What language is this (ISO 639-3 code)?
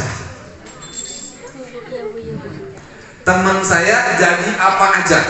ind